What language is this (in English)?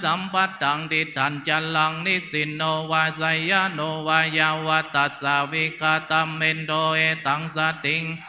Pali